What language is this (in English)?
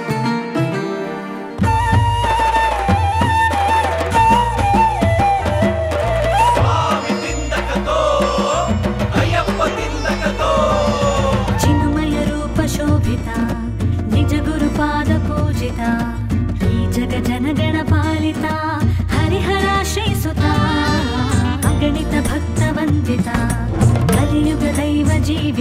Kannada